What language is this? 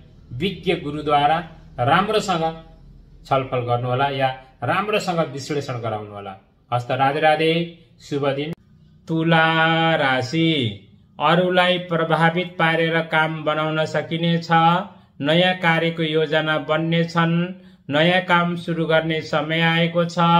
Nepali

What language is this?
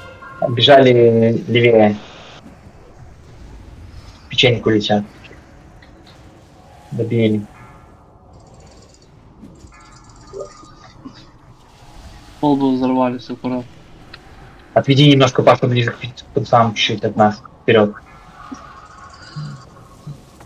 Russian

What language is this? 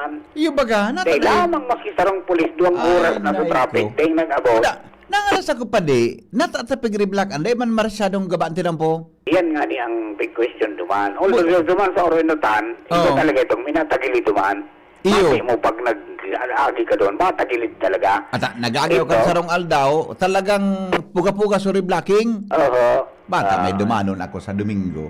Bikol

